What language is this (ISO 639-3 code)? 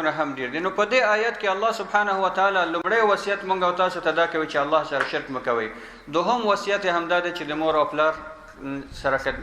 pus